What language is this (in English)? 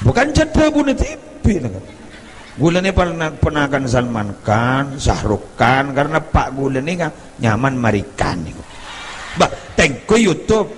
Madurese